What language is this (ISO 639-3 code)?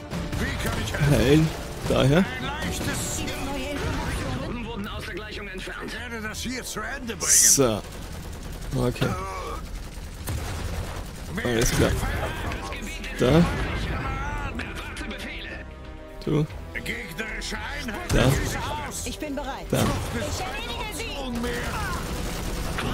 deu